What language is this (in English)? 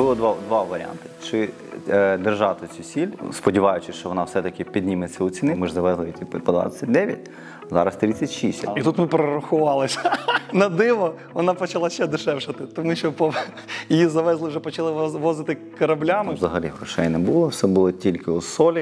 Ukrainian